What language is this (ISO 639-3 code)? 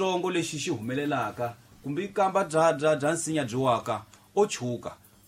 tso